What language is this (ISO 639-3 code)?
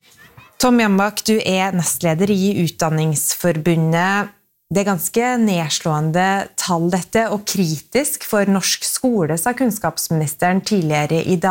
nor